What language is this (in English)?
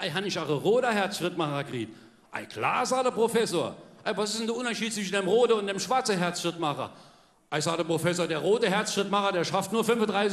Palatine German